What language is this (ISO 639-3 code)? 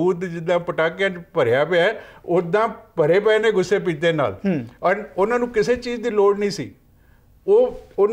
pan